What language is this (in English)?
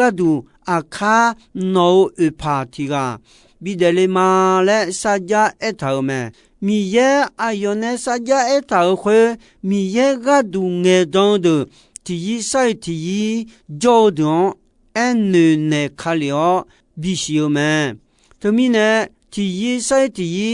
Akha